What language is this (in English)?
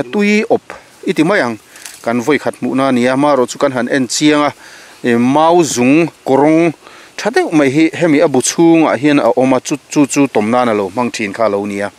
Mizo